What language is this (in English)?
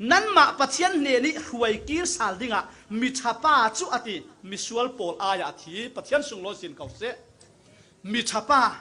Falam Chin